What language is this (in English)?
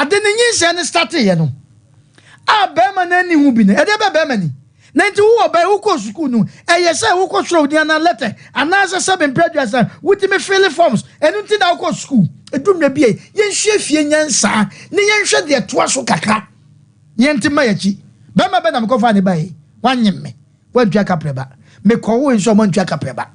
Akan